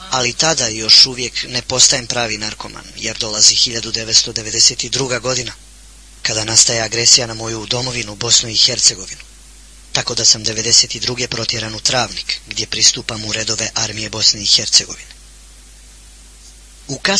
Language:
Bosnian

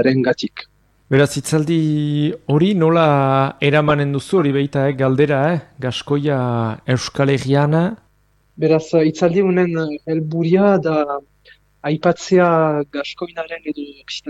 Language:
Basque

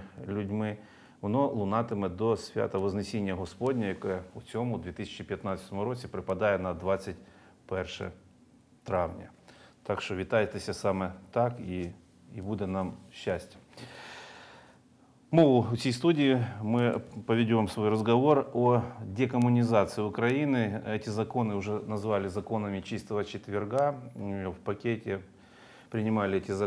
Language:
Ukrainian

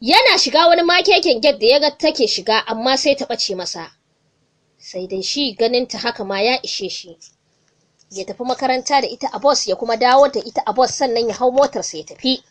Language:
Hausa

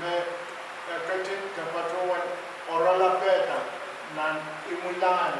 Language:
Pohnpeian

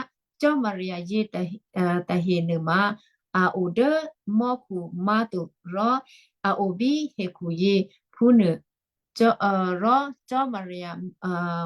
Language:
Western Kayah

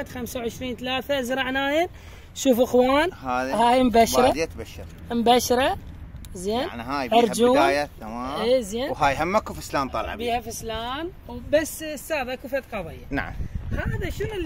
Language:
Mesopotamian Arabic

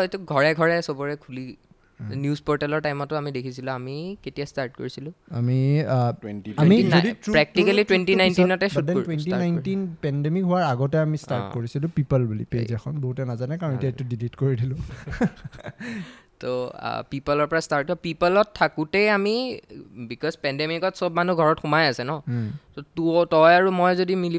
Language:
Assamese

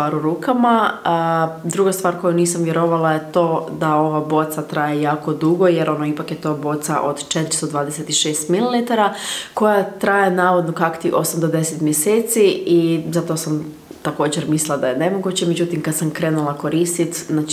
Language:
Croatian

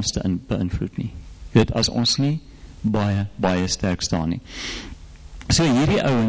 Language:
Afrikaans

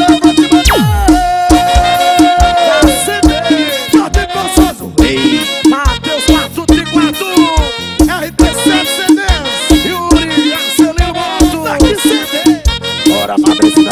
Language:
Portuguese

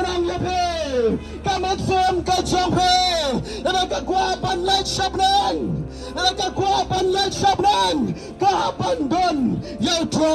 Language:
Khasi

